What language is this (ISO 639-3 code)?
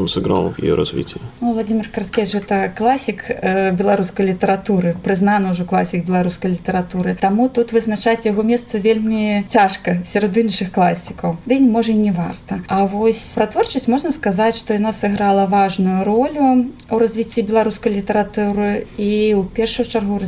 bel